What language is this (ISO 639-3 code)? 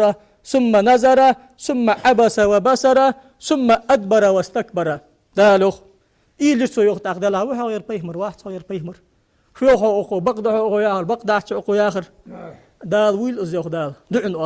inh